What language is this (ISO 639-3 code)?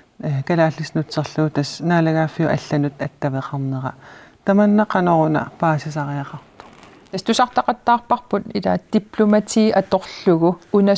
kal